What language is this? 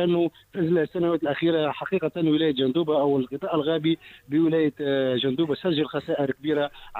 Tunisian Arabic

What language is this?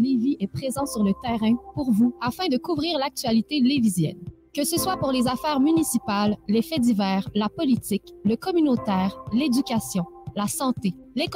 French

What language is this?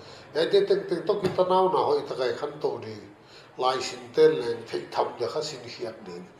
Paite Chin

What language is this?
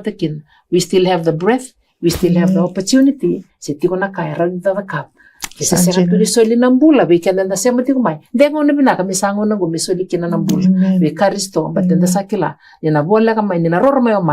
Fijian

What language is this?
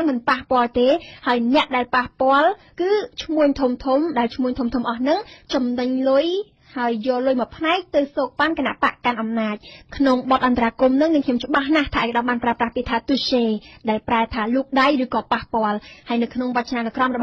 Khmer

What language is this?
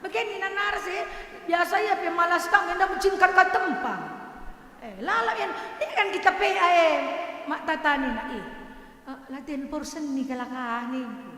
Batak Karo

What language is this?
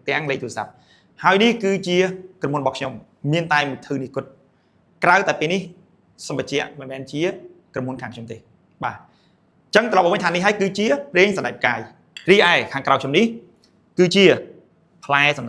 Khmer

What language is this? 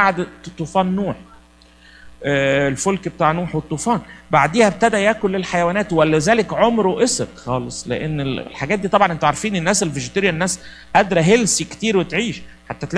Egyptian Arabic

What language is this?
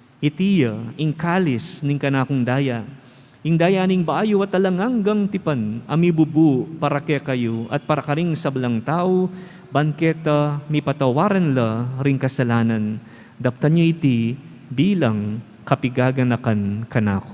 Pampanga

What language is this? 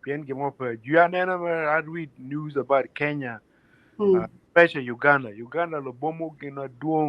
Acoli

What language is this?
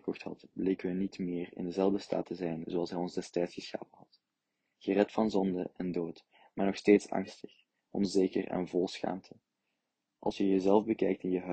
Dutch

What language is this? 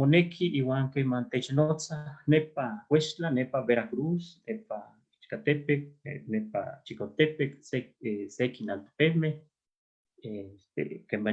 Eastern Huasteca Nahuatl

